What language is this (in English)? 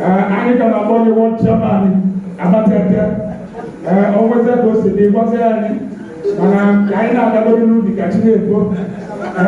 Igbo